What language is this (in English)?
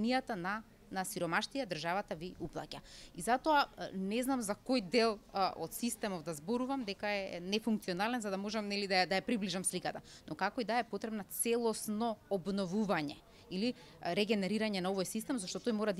Macedonian